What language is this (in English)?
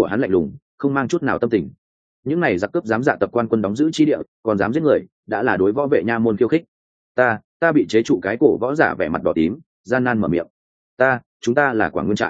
Vietnamese